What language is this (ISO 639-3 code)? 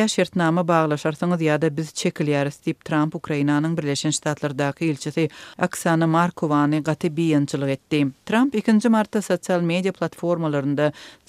kir